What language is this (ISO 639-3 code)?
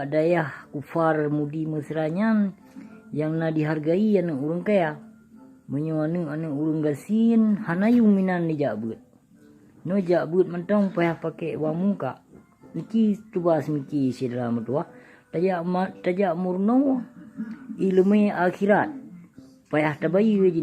ace